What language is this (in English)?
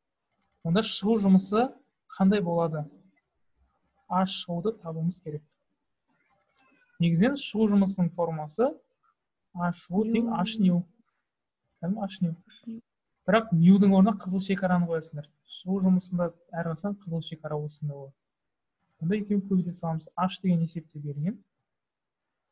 Kazakh